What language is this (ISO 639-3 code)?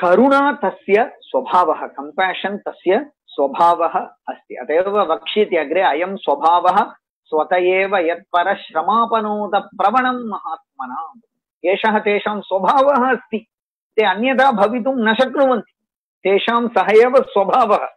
san